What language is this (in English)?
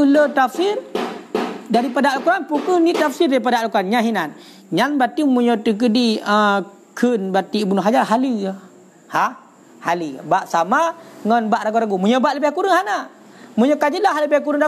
Malay